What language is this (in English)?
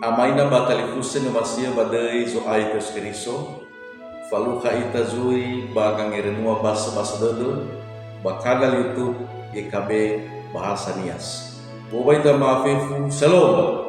Nias